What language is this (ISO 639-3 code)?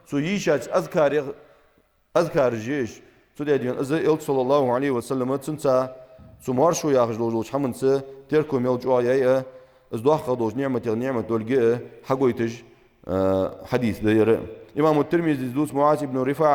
inh